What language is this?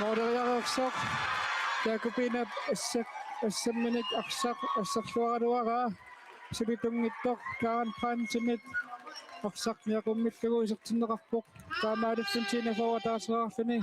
Kalaallisut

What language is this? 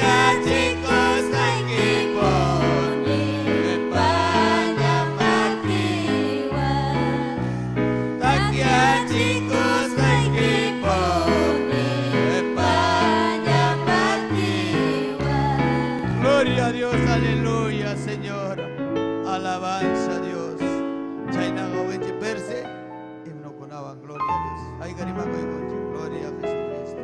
Ayacucho Quechua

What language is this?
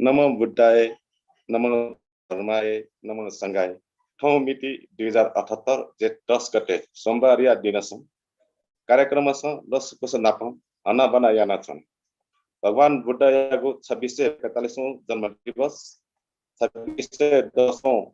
Newari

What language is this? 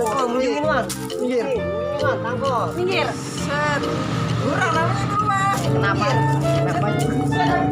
Betawi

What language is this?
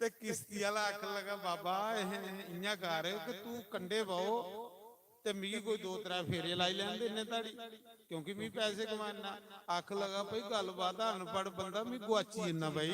Dogri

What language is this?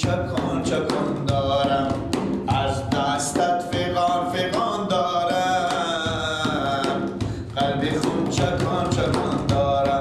Persian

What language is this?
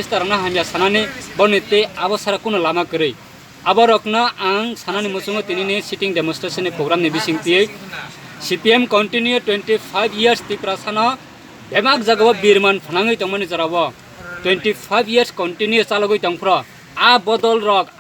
Kok Borok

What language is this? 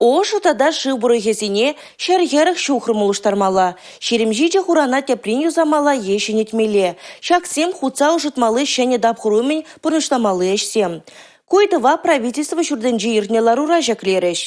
Chuvash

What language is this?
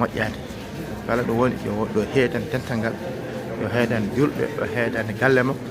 Fula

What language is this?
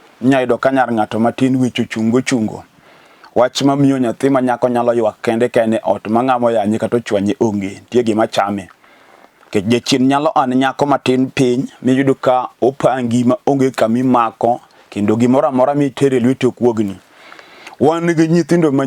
Luo (Kenya and Tanzania)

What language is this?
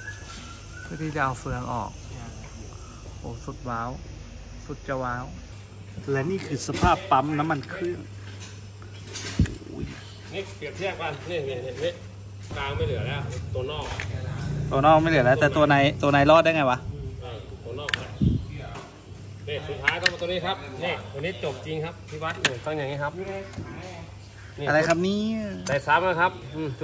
Thai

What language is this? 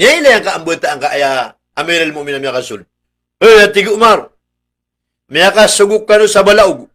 Maranao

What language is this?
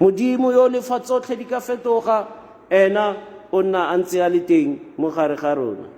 Tswana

